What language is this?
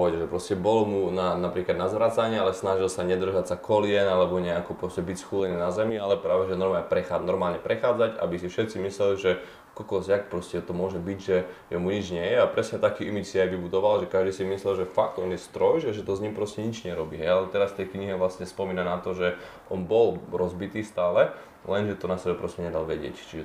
Slovak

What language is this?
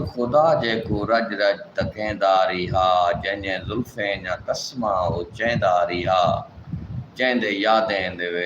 Saraiki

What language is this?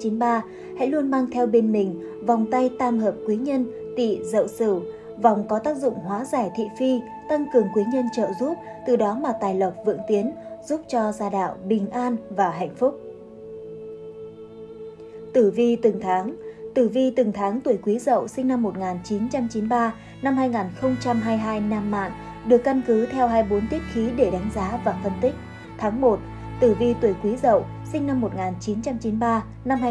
Vietnamese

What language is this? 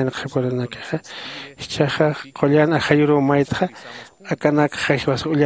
Aymara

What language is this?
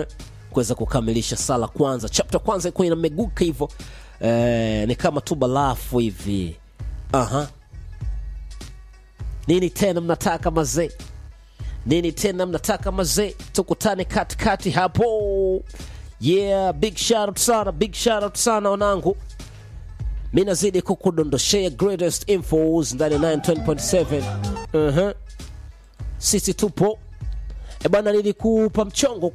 Swahili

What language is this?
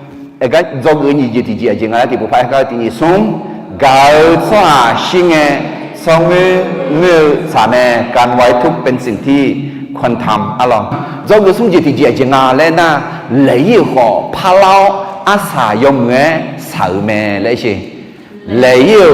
Akha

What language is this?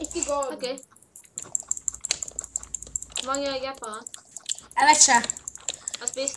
Norwegian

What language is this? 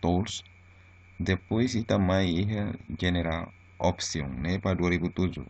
Tetum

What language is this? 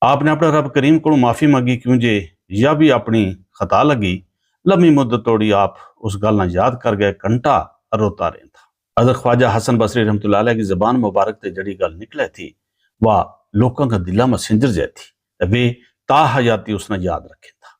Gujari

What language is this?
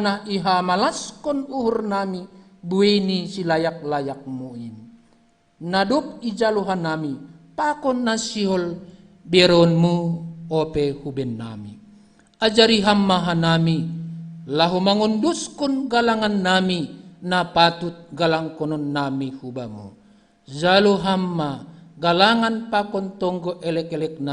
Batak Simalungun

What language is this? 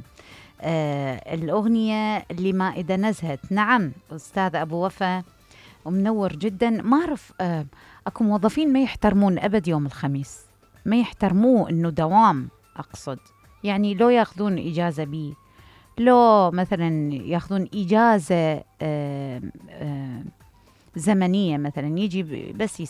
Mesopotamian Arabic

